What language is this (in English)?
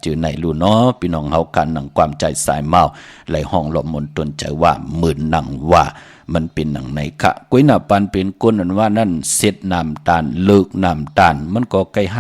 Shan